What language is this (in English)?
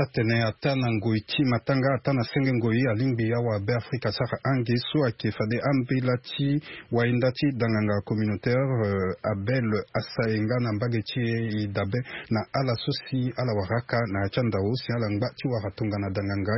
Sango